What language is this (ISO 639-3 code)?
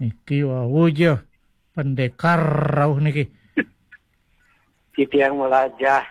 ban